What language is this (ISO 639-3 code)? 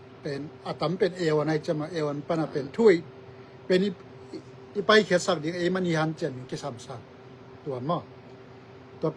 ctd